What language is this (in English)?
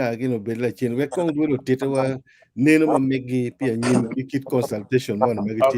Acoli